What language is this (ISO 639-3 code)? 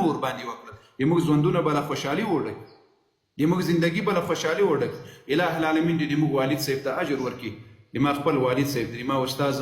pus